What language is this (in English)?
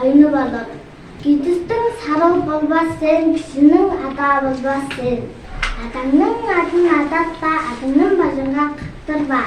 Tuvinian